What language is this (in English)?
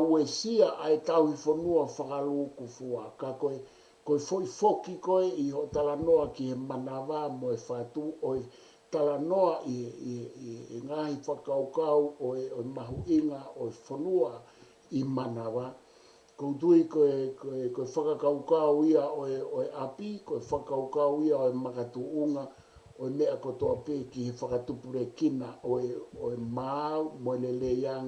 Tongan